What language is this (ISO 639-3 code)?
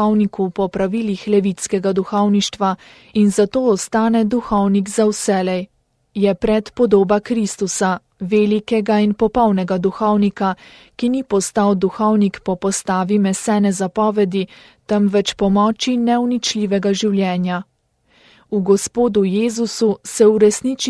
slv